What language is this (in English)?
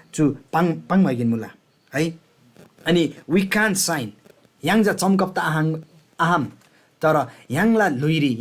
Eastern Tamang